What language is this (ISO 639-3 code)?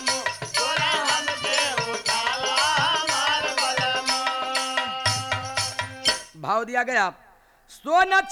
bho